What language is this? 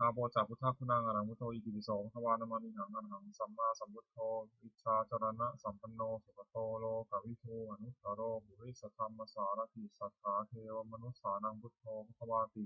Pali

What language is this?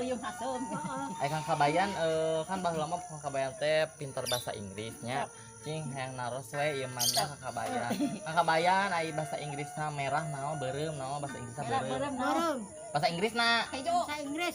Sundanese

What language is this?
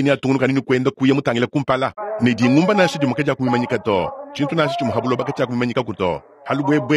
Luba-Lulua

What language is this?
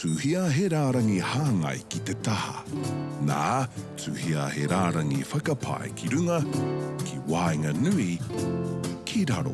Māori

